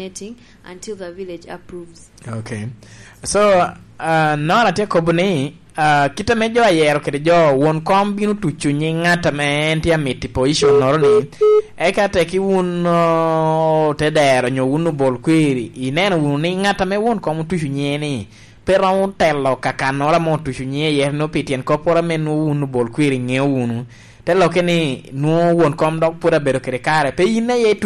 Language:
Lango (Uganda)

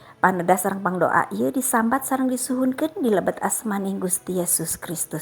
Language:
Sundanese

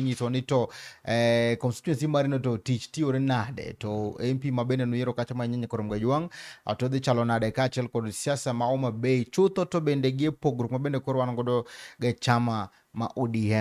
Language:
Luo (Kenya and Tanzania)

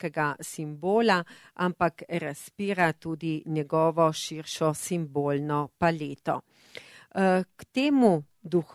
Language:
Slovenian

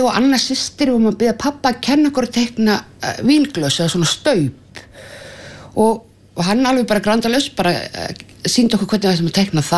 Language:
Icelandic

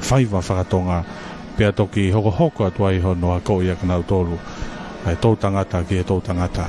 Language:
Tongan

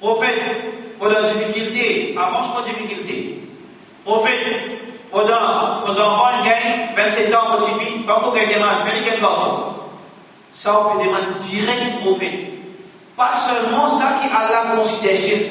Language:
Morisyen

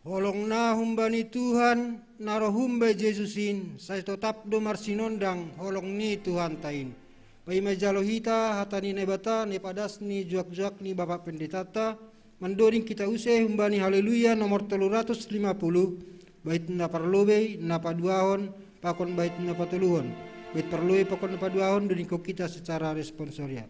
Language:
Batak Simalungun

